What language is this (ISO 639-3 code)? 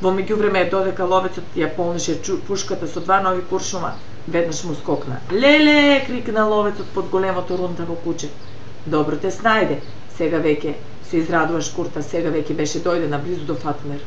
mkd